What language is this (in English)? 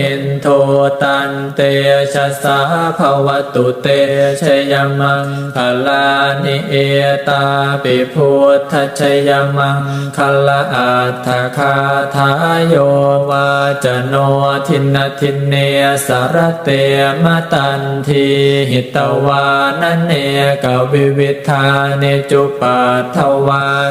Pali